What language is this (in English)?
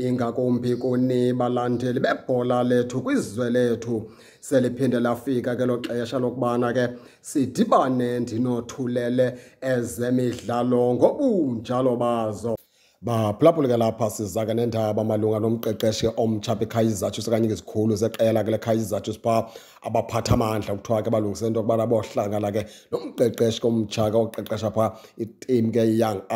Xhosa